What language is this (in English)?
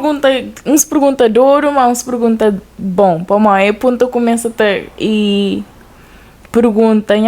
Kabuverdianu